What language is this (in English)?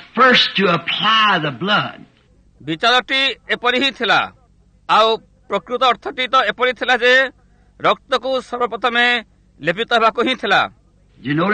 Odia